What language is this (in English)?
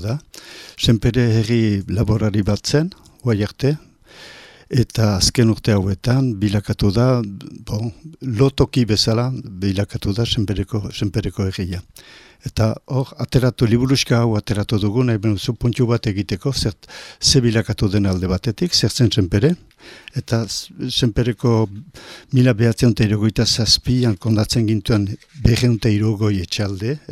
Basque